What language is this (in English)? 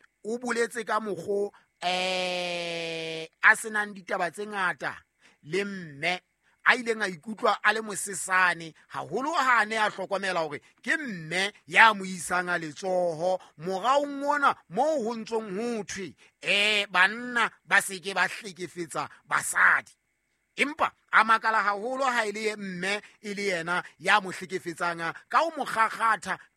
Southern Sotho